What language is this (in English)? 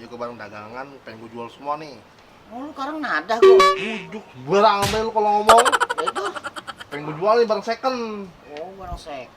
Betawi